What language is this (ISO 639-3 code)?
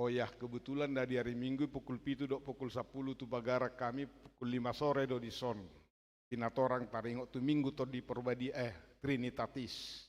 bbc